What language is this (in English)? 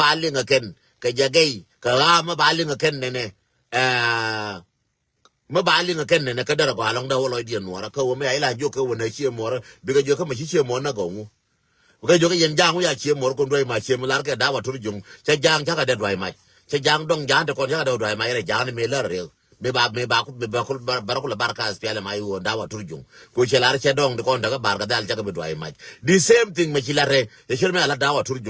Nuer